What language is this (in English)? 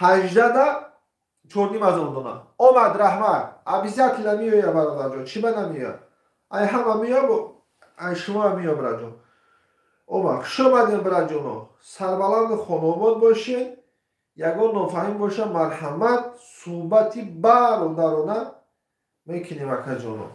Tajik